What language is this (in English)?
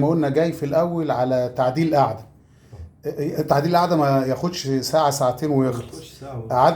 Egyptian Arabic